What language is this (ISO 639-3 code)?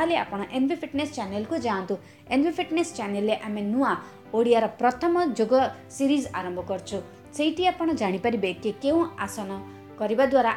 ori